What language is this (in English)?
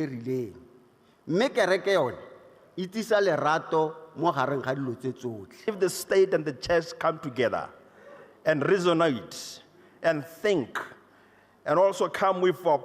Tswana